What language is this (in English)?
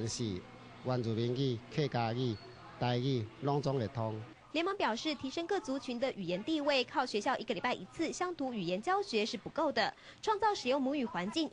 Min Nan Chinese